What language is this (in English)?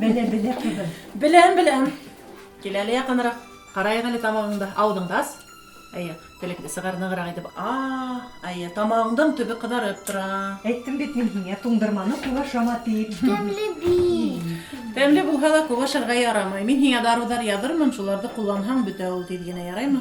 Bashkir